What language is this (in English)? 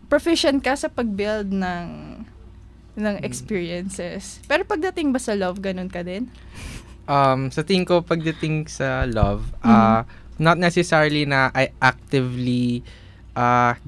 Filipino